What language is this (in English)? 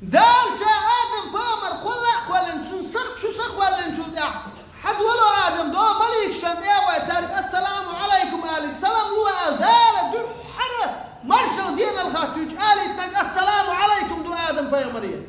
Chechen